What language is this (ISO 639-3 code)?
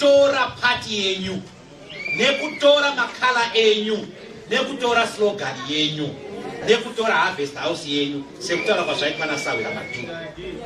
sna